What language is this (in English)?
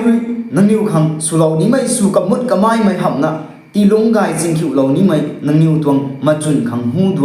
Rongmei Naga